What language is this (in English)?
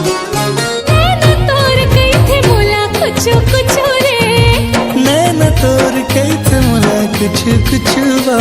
Chhattisgarhi